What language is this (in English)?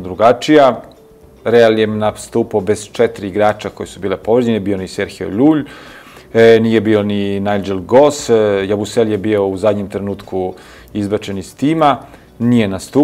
Serbian